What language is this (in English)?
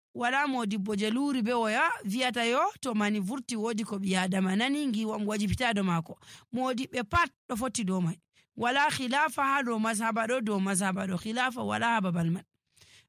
Nigerian Fulfulde